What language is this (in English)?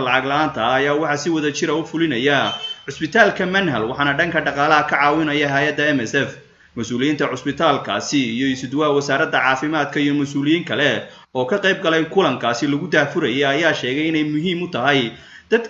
Somali